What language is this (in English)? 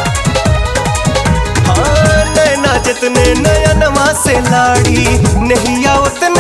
Bhojpuri